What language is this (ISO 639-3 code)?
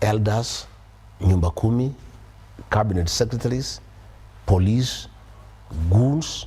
mer